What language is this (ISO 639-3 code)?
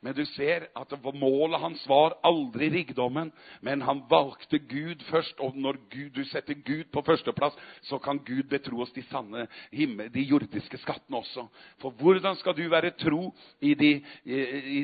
nor